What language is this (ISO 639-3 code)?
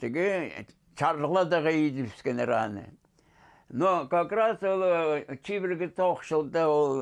kjh